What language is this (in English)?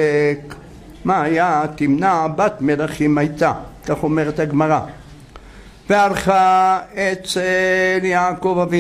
Hebrew